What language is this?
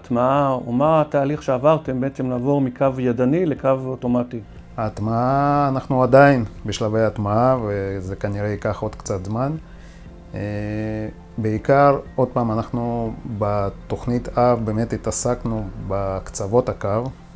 Hebrew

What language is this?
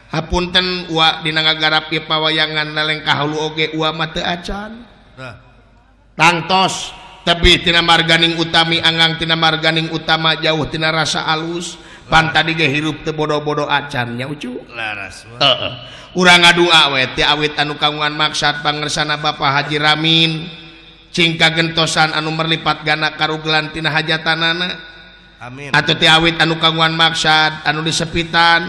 Sundanese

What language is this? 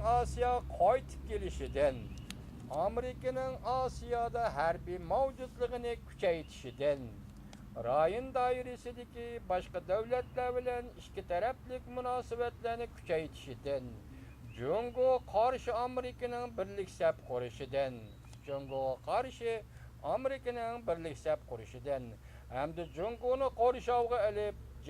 Uyghur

